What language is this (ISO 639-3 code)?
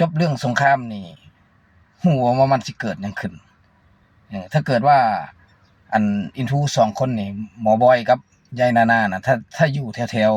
lao